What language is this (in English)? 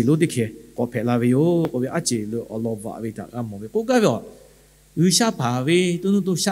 Lahu